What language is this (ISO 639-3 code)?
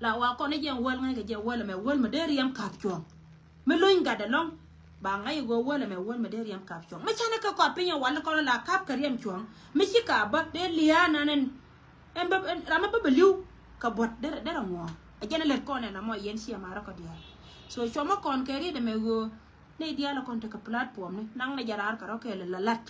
nus